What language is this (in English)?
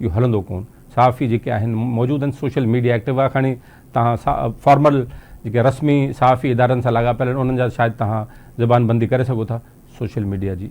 Sindhi